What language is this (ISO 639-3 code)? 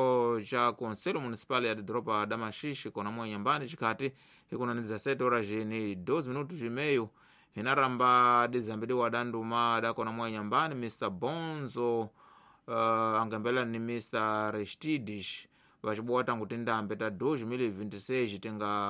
tso